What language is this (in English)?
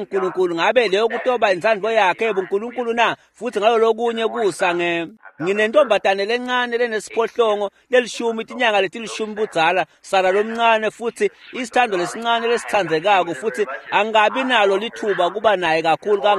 Swati